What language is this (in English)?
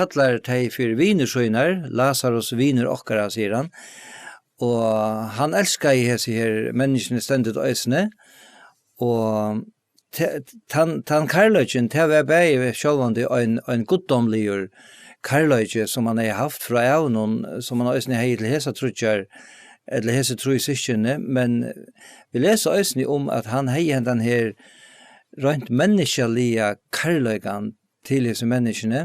Faroese